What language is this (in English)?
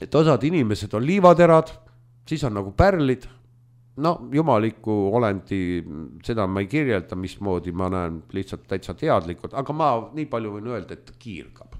Estonian